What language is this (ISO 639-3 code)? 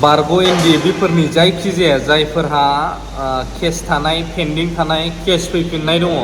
brx